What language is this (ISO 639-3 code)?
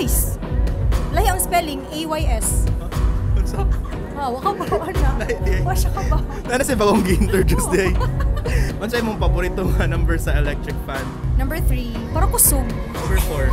ceb